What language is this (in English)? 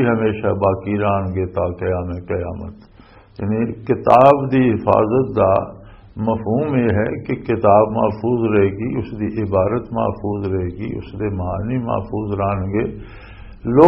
Western Panjabi